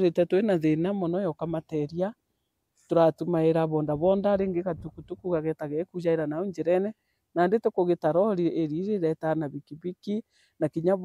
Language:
Meru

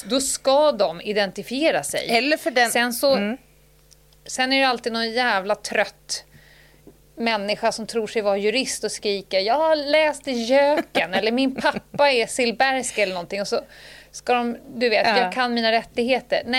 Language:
Swedish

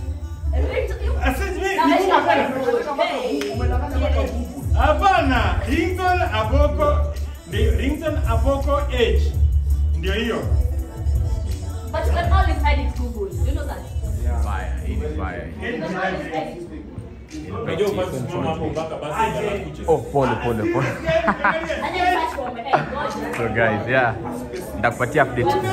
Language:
Swahili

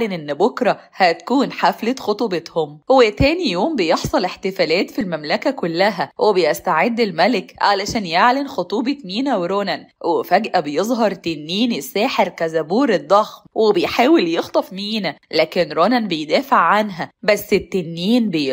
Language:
Egyptian Arabic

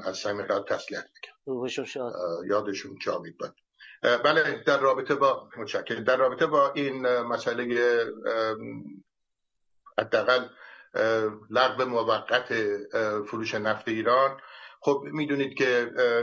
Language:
Persian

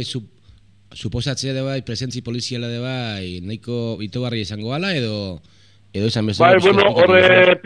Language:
Basque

